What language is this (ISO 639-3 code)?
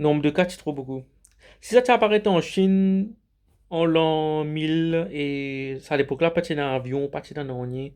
mfe